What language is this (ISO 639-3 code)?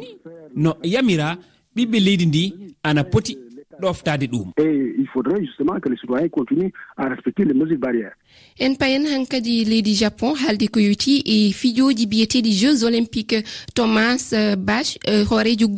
ful